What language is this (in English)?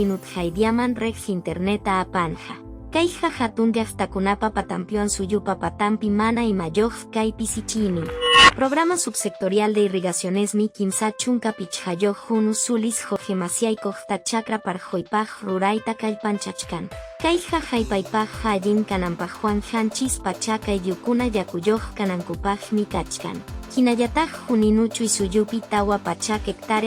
Quechua